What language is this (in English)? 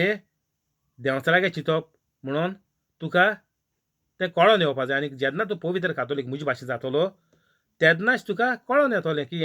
Konkani